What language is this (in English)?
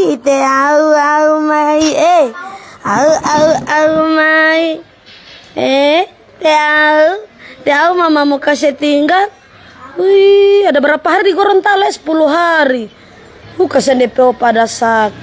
Manado Malay